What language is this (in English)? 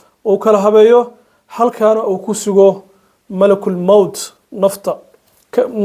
Somali